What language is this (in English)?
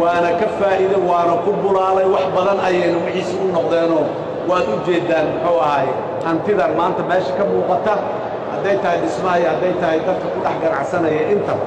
Somali